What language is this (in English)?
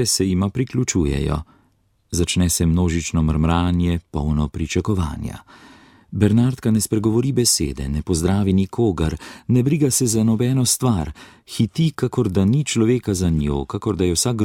Slovenian